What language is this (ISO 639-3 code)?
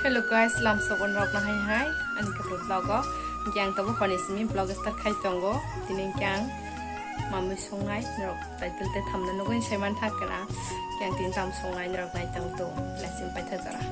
trp